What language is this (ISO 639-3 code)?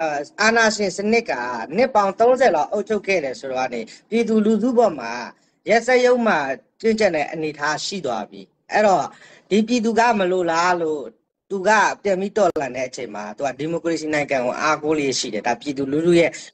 mya